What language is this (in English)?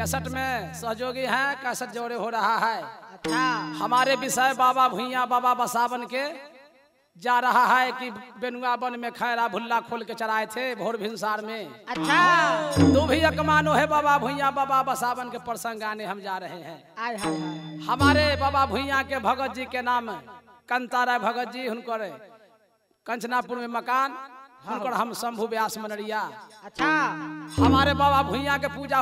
Bhojpuri